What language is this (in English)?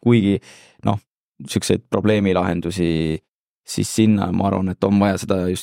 Estonian